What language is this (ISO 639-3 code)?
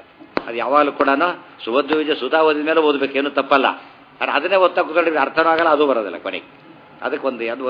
kan